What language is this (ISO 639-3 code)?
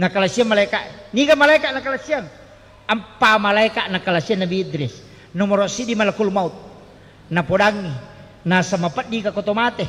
bug